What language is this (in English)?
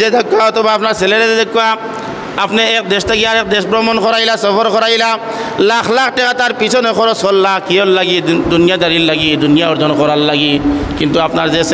Sylheti